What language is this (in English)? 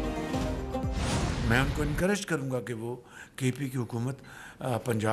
Urdu